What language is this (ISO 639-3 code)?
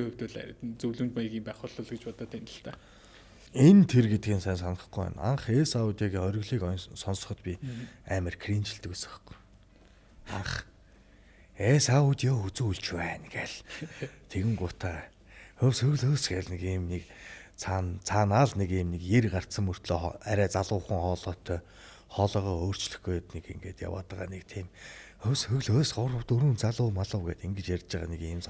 mon